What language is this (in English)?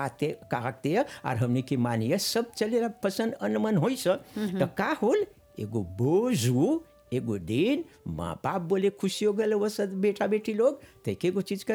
Bhojpuri